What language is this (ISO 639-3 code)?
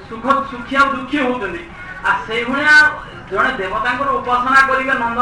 ori